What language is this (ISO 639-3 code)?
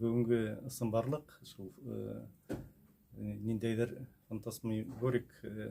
bak